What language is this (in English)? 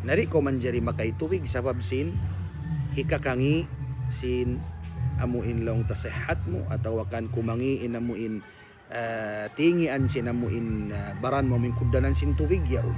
Tausug